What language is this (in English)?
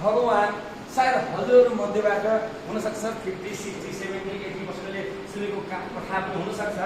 Nepali